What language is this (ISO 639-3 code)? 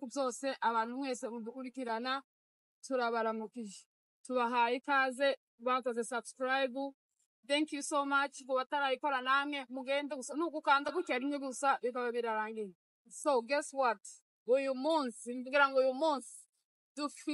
kin